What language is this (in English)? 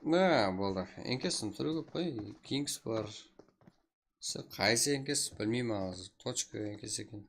Kara-Kalpak